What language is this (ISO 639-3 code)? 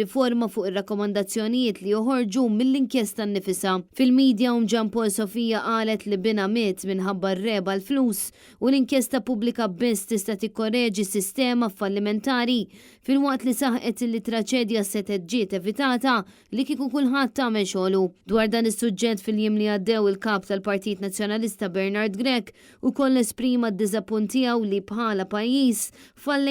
mlt